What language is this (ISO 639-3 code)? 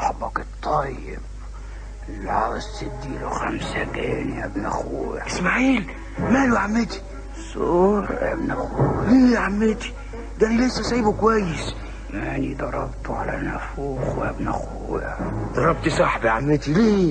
arz